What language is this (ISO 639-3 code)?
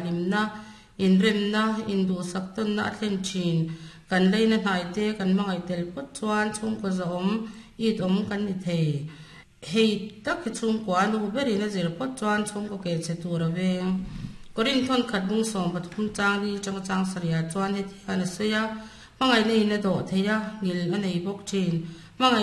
lus